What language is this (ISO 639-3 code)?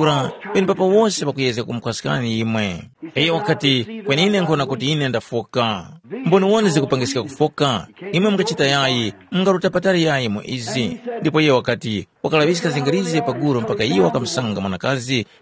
tum